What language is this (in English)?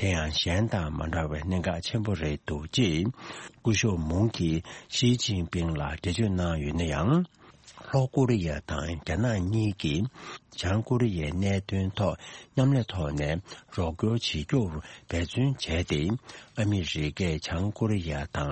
Tibetan